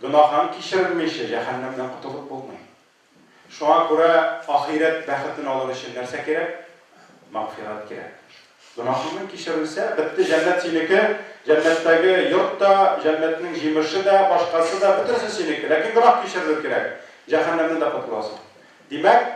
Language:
Tatar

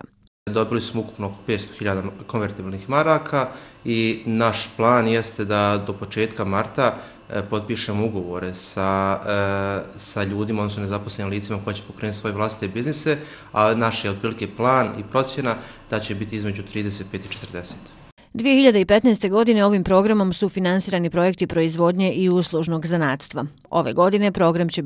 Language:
Bosnian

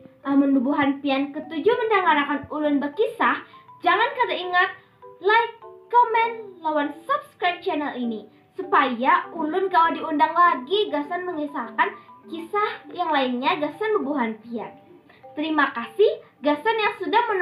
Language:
Banjar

